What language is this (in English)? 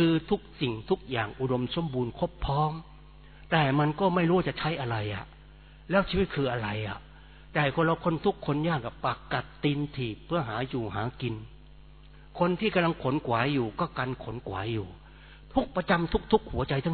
Thai